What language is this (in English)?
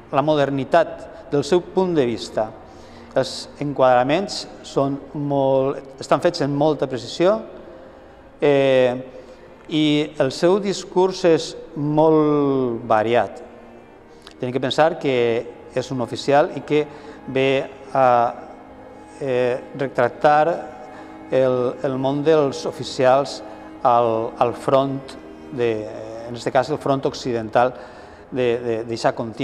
Catalan